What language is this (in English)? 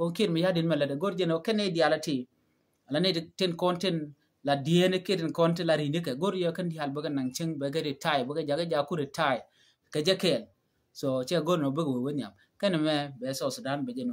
Nuer